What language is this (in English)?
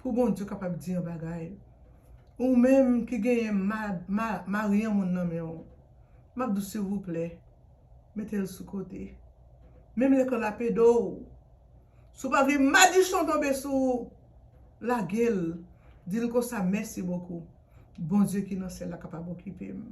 Haitian Creole